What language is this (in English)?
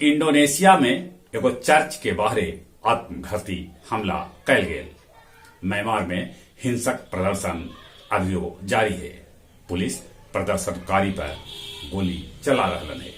Magahi